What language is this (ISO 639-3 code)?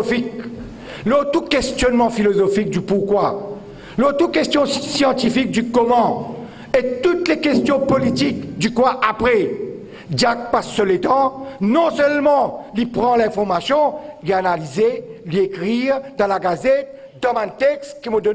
mfe